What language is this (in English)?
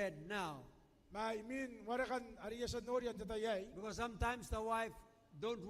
Gilbertese